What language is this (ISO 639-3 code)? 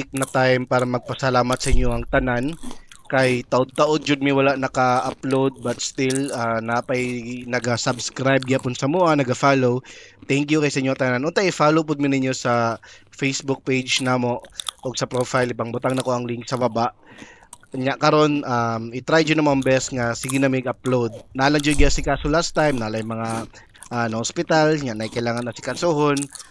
ceb